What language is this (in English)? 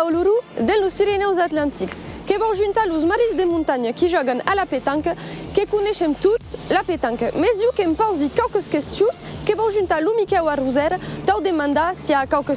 Occitan